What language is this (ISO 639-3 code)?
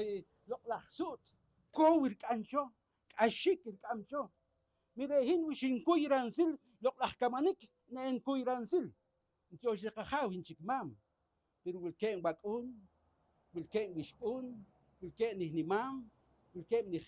poh